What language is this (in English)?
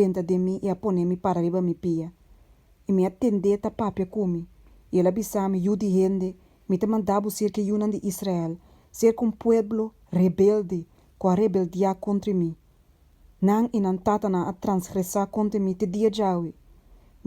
Papiamento